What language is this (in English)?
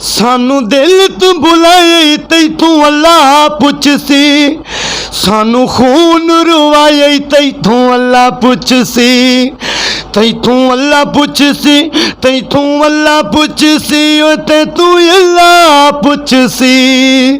Western Panjabi